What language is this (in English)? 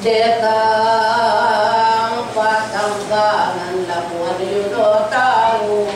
Pampanga